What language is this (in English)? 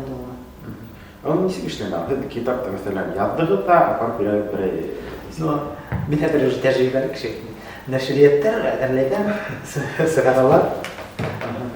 Bashkir